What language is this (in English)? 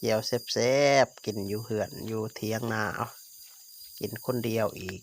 Lao